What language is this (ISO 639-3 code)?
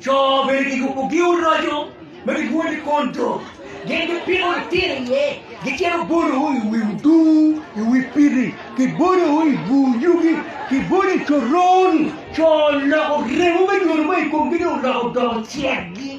ach